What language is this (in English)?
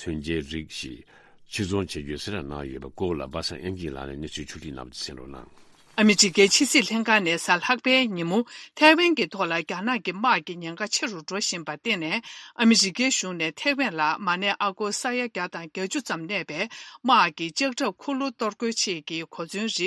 Tibetan